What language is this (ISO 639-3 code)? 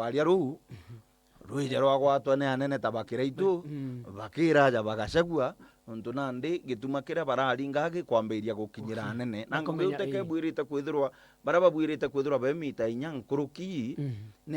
mer